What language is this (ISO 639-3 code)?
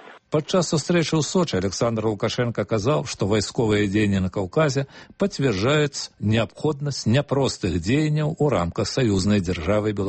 bel